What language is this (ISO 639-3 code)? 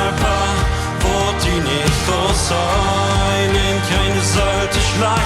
pdt